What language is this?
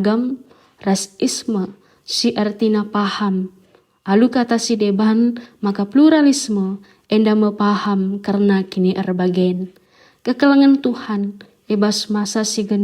Batak Karo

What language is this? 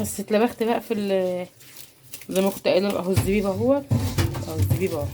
Egyptian Arabic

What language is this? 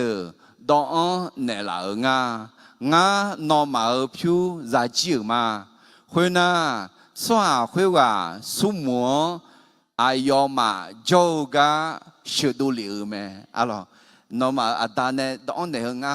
Akha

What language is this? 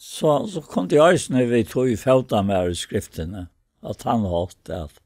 Faroese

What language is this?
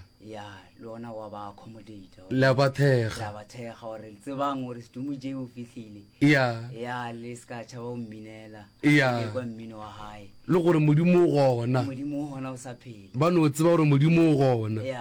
Northern Sotho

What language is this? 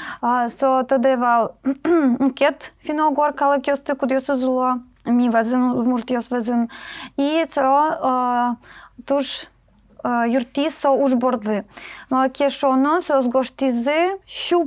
Udmurt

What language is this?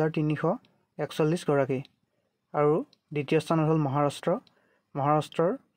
Assamese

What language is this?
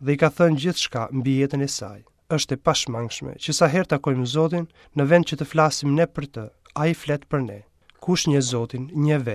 Albanian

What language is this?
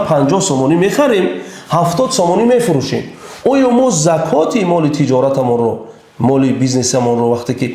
Tajik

